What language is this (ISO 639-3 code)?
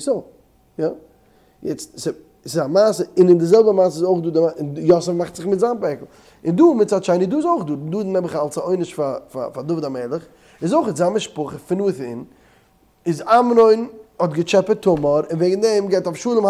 yid